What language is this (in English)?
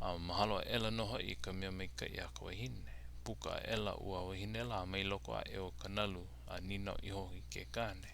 Hawaiian